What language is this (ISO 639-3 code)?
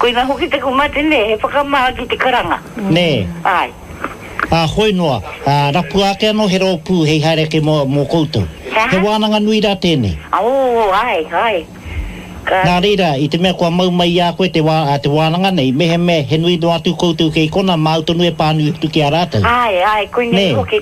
mri